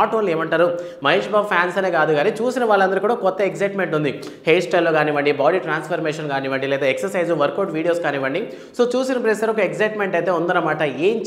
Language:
Telugu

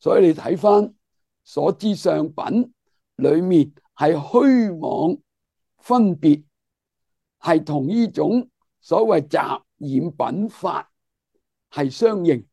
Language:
Cantonese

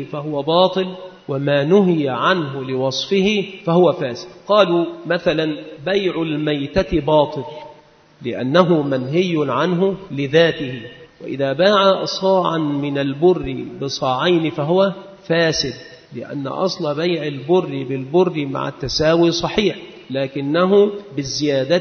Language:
Arabic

